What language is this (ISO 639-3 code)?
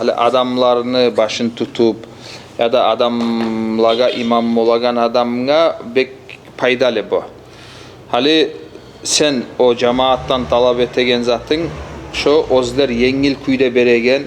kum